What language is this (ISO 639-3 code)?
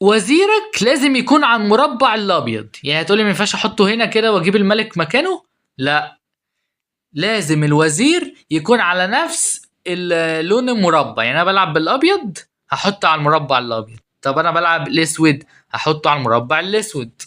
arz